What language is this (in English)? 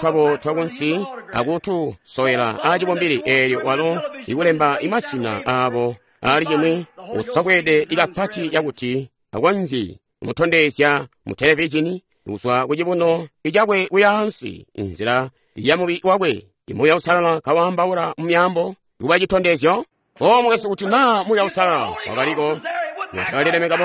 Tonga (Zambia)